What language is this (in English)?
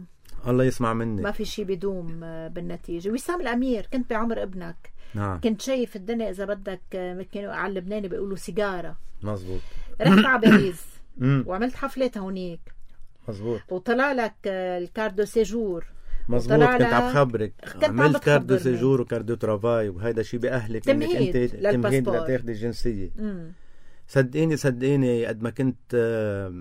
North Levantine Arabic